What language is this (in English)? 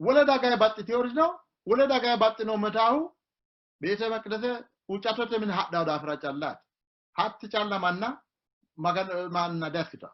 Sidamo